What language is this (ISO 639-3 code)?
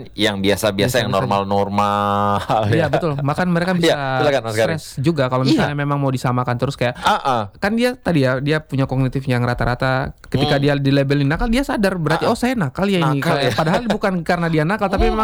ind